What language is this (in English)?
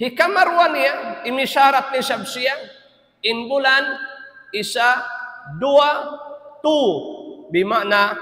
Tausug